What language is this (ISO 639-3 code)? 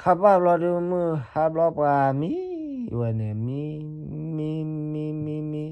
ksw